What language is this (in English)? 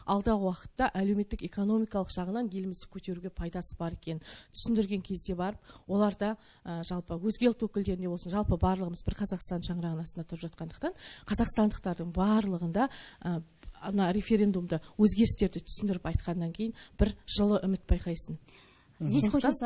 Kazakh